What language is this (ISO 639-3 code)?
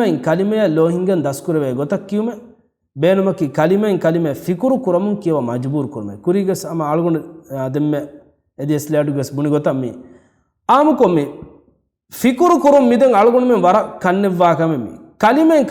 div